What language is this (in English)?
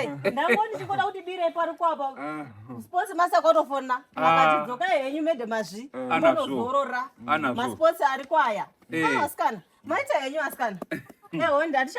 Shona